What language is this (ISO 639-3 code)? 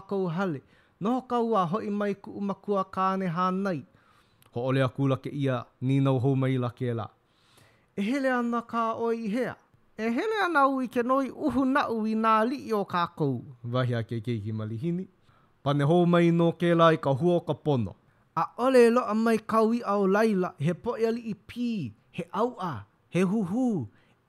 haw